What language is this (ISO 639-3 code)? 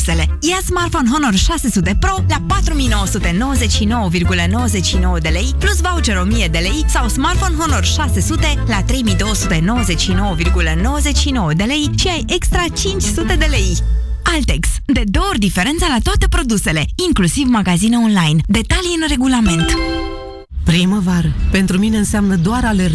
ron